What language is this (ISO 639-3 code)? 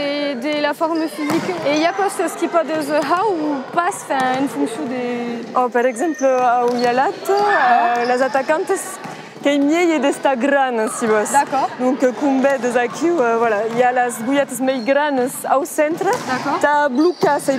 oci